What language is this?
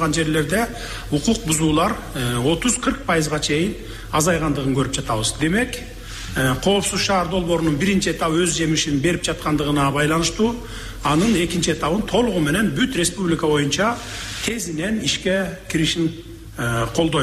Kyrgyz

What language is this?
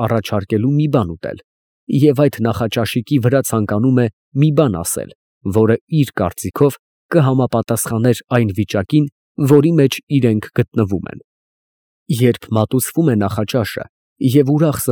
Armenian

